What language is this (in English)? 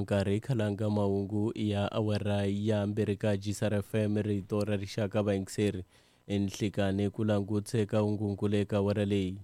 Tsonga